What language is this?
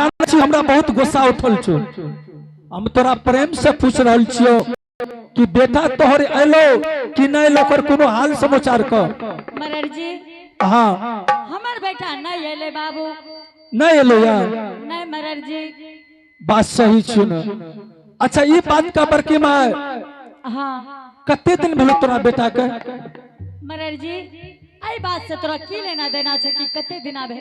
Angika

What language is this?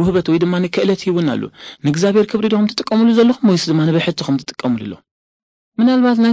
Tigrinya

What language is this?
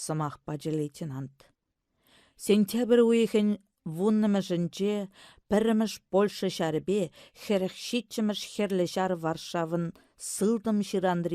Chuvash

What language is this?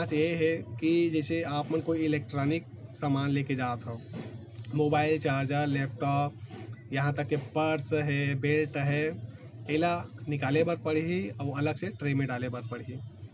Chhattisgarhi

